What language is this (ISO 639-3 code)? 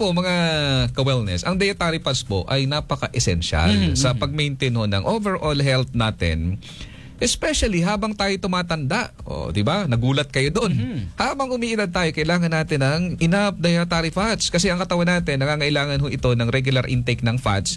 fil